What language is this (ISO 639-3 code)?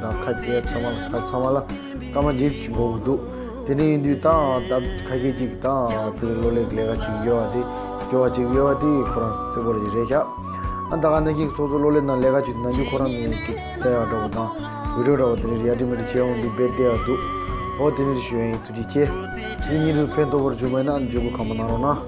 bod